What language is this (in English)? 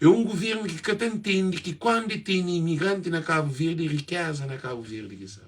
Kabuverdianu